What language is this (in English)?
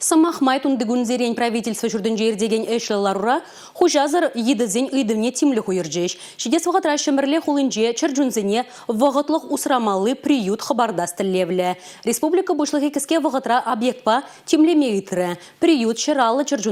Chuvash